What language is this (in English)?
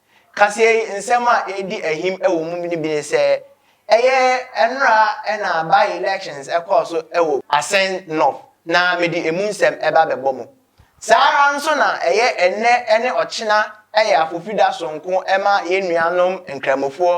Akan